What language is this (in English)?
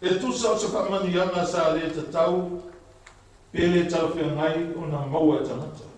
Samoan